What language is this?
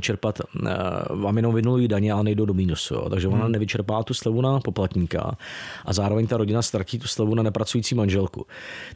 Czech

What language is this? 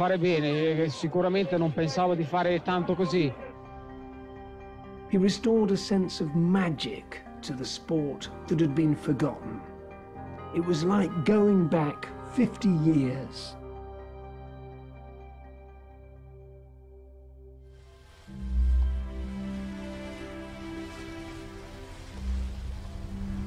Italian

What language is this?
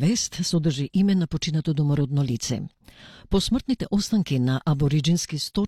Macedonian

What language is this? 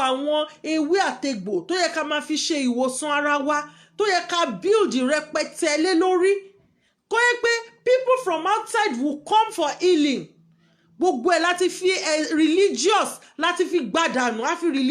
Yoruba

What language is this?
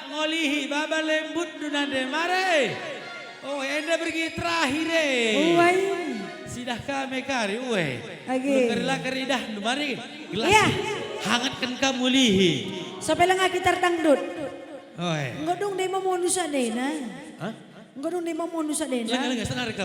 Batak Karo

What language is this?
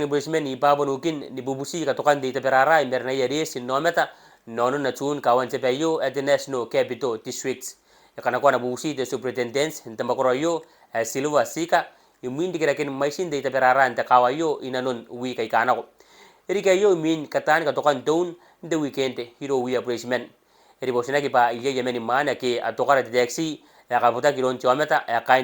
Gilbertese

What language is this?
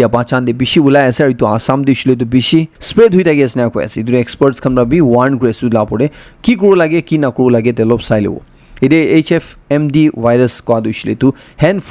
Naga Pidgin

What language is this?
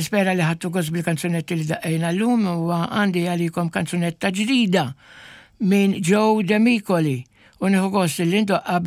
Maltese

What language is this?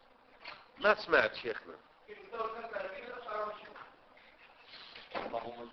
Arabic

